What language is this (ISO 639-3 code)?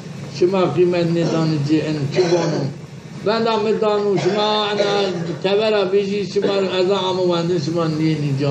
zza